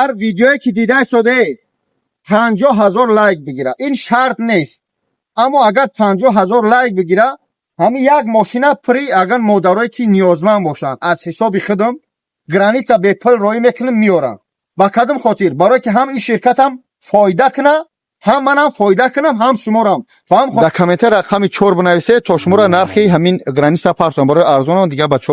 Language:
Tajik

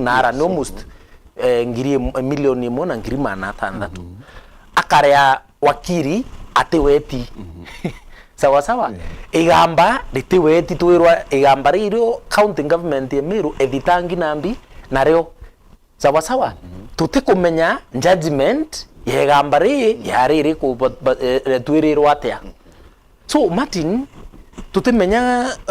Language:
Meru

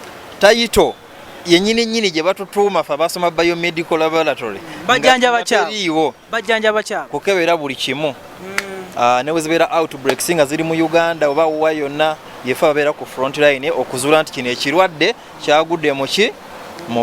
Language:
Ganda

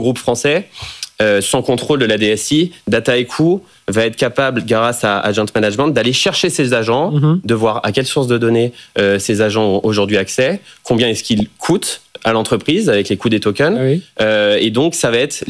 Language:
French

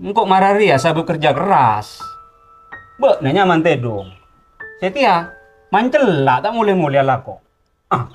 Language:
Madurese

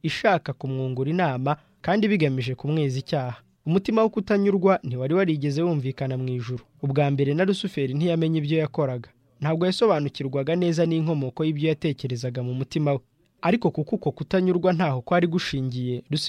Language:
Kinyarwanda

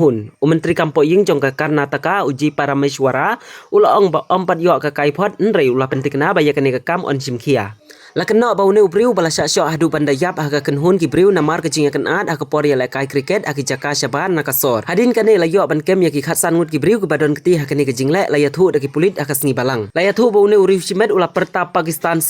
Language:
Khasi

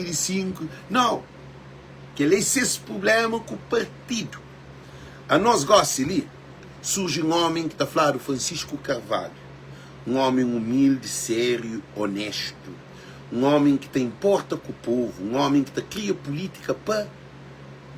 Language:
Kabuverdianu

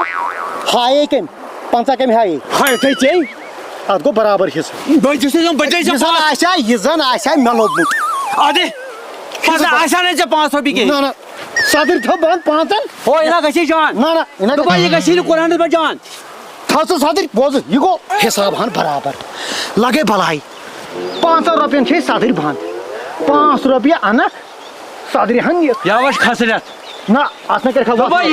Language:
Kashmiri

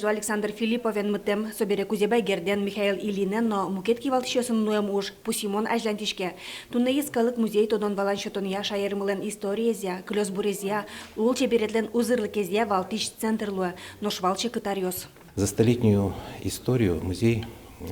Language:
Udmurt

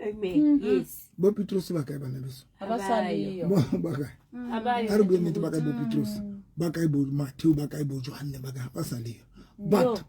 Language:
Southern Sotho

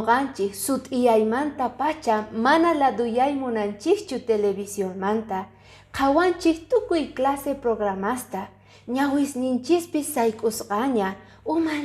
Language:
Quechua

